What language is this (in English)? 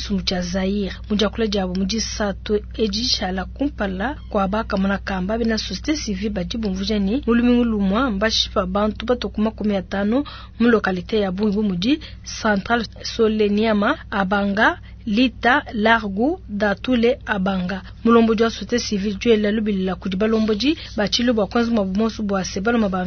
Luba-Lulua